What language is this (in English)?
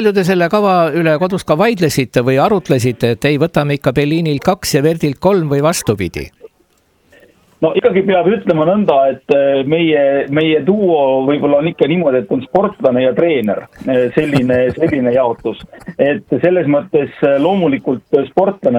Estonian